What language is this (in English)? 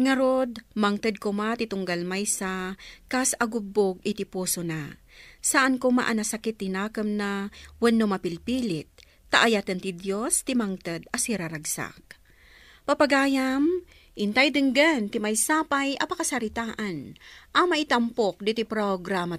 Iloko